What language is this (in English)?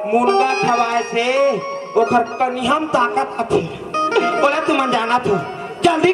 Chhattisgarhi